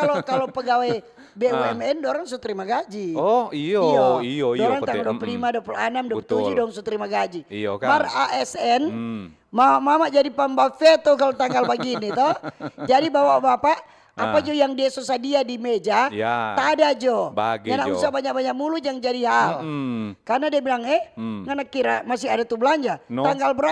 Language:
Manado Malay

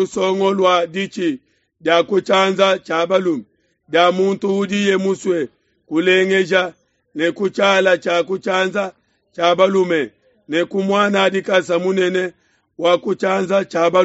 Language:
Luba-Lulua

